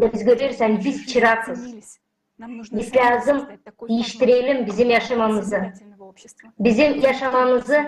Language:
Gagauz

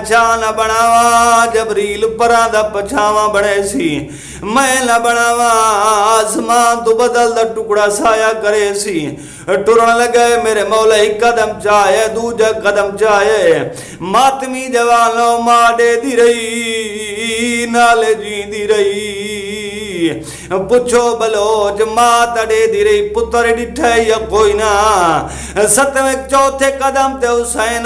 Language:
Saraiki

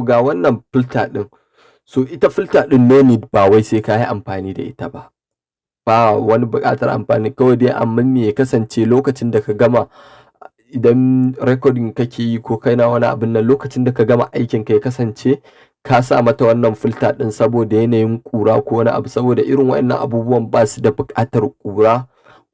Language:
Hausa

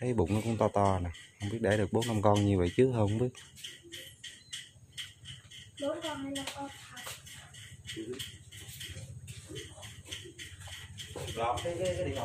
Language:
Vietnamese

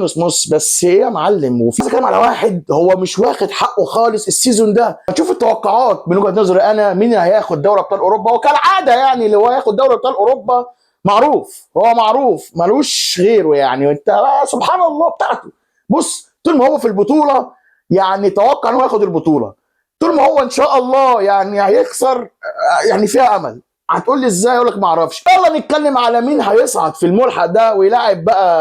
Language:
Egyptian Arabic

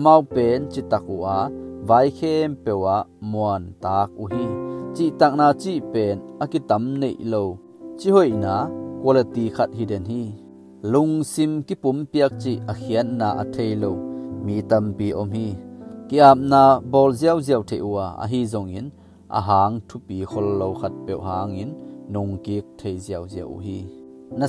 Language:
Tedim Chin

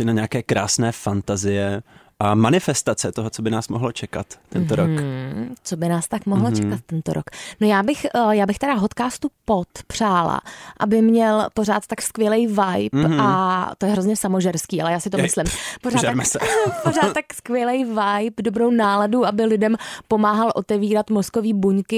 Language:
Czech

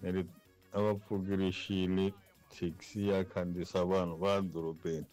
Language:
Tsonga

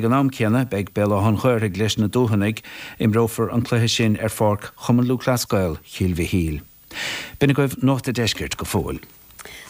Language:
Irish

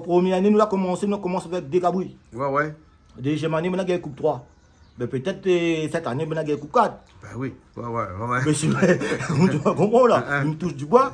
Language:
Réunion Creole French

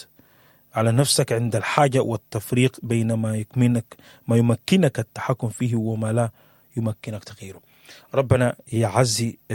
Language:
Sudanese Arabic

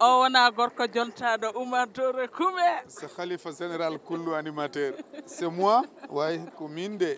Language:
Fula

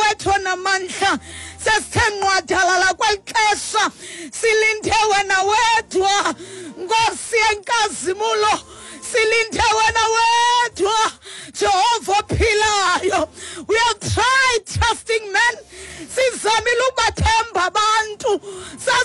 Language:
Xhosa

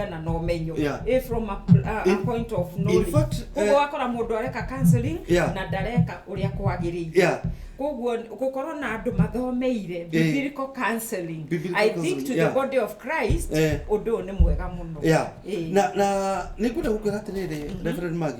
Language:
Kikuyu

